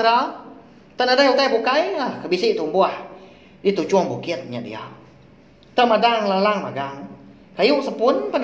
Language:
Iban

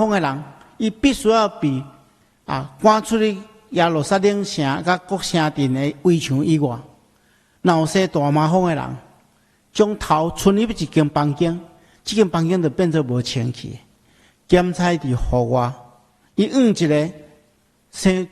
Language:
Min Nan Chinese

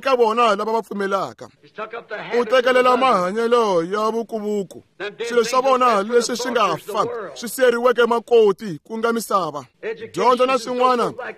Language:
Tsonga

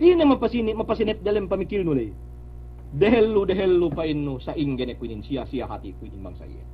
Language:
Yakan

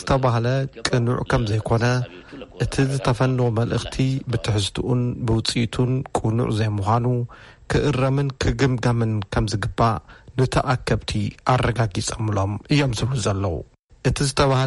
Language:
Tigrinya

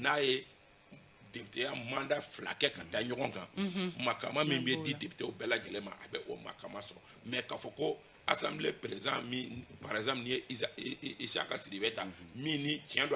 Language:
Bambara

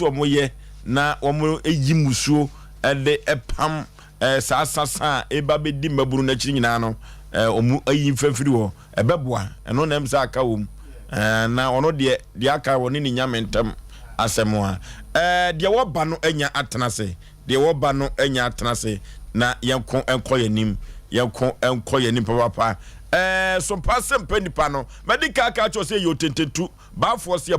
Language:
Akan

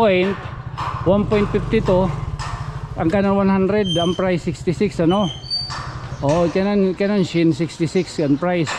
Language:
Waray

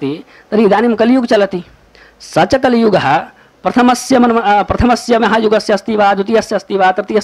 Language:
Sanskrit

